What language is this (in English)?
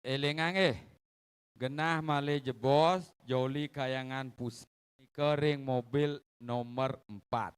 Balinese